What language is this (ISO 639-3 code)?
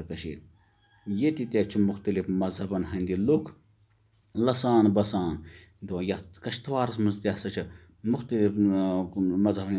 kas